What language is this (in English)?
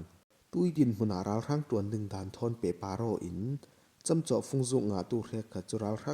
Falam Chin